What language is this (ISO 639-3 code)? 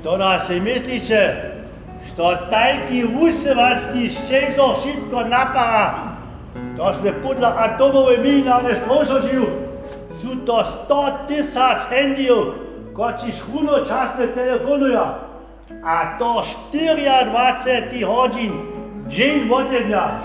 hsb